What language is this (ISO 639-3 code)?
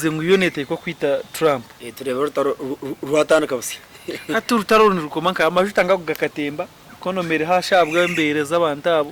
nyn